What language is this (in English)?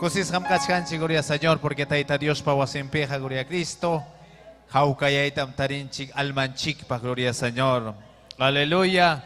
Ayacucho Quechua